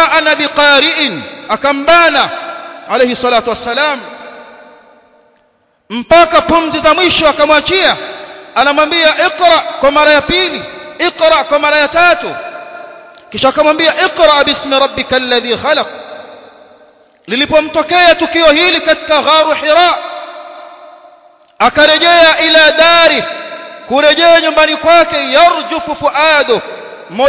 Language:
Swahili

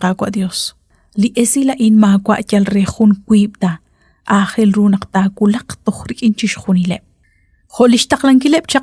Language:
Kekchí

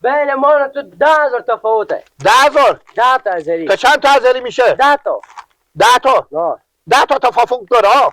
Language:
Persian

